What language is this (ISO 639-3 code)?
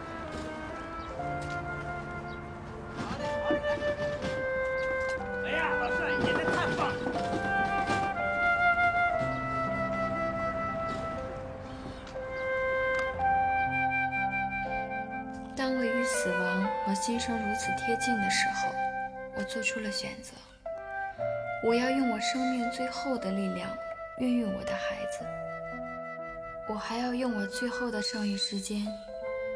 zho